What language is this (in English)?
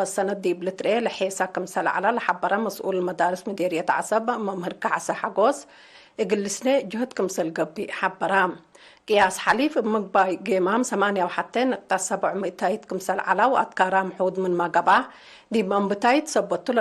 Tigre